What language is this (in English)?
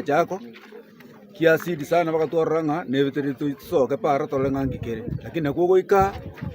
Gusii